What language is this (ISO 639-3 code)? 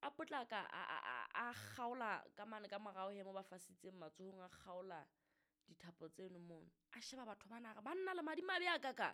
sot